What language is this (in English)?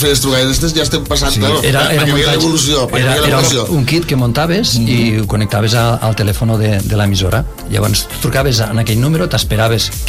Catalan